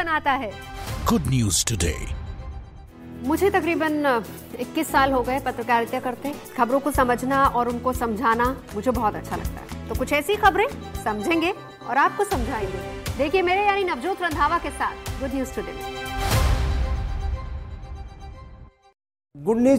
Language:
Hindi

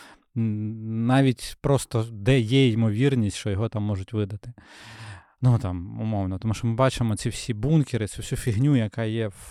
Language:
Ukrainian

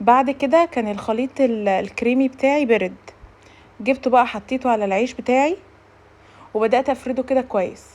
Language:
Egyptian Arabic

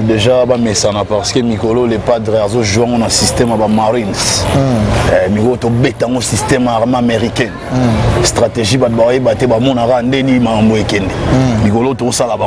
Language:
Lingala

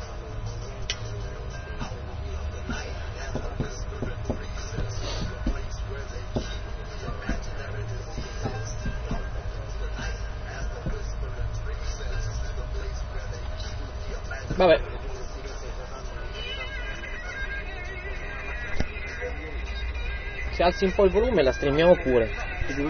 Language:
Italian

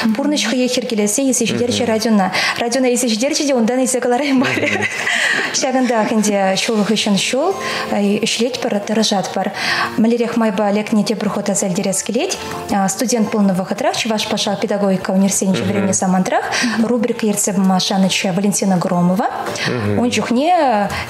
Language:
Chuvash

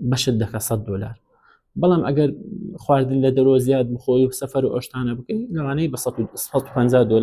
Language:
Central Kurdish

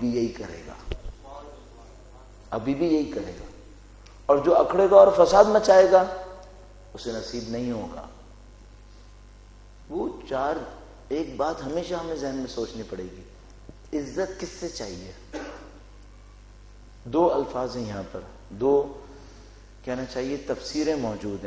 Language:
Urdu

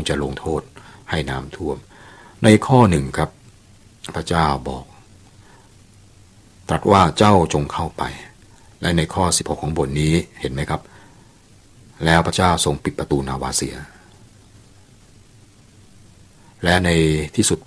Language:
Thai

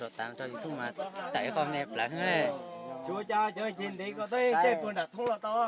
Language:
Hmong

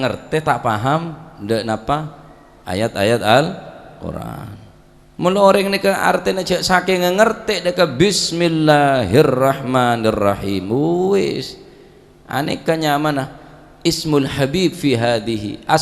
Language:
Madurese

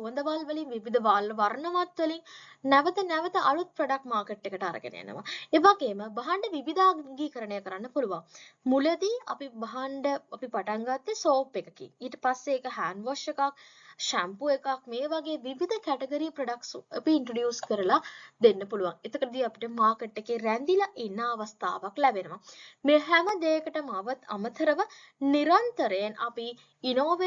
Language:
Sinhala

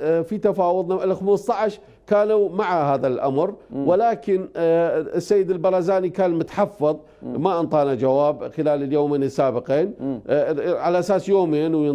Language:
Mesopotamian Arabic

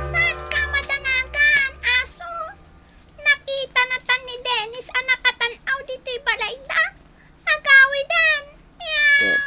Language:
Iloko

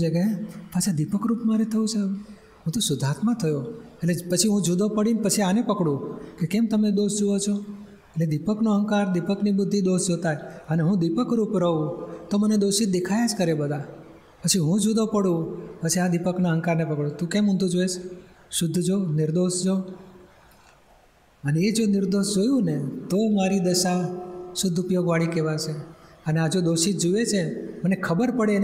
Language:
Gujarati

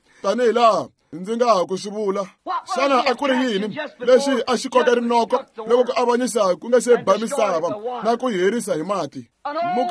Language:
Tsonga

